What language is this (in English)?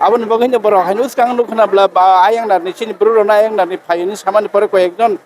Kok Borok